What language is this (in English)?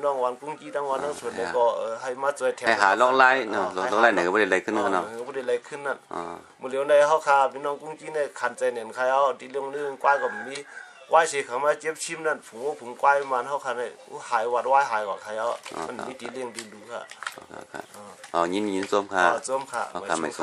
Shan